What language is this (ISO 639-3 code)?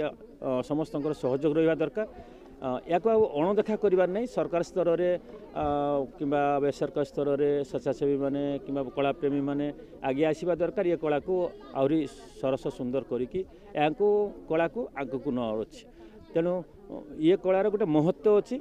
ori